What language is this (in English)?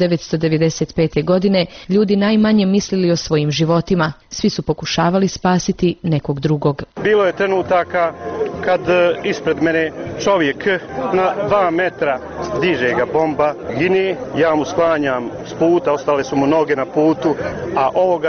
Bosnian